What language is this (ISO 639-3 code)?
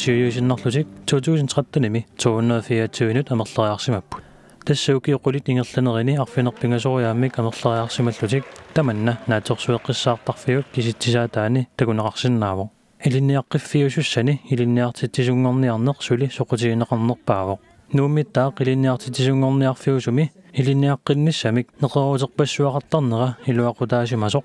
kal